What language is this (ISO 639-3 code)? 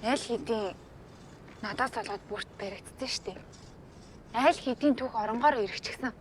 mon